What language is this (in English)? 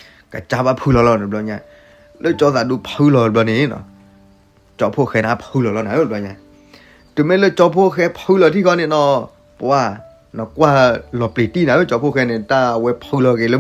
S'gaw Karen